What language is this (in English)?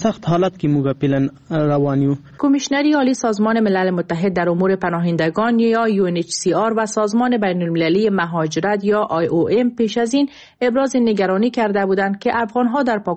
Persian